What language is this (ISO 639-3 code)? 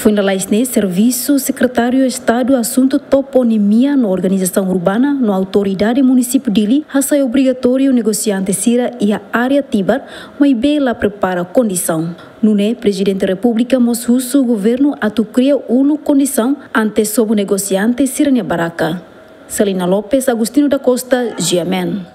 tet